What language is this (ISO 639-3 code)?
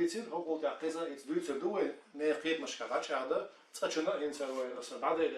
che